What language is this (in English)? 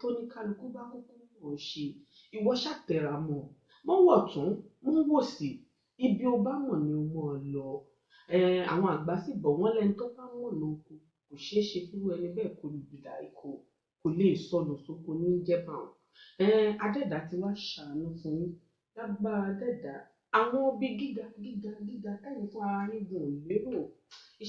Yoruba